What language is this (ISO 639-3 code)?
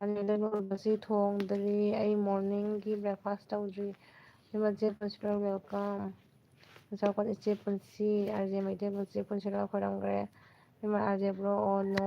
mni